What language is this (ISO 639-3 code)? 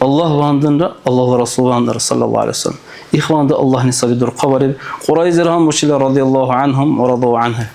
dar